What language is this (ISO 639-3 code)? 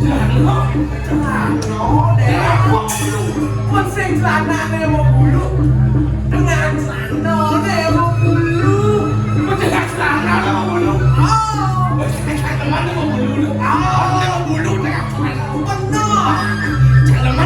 ban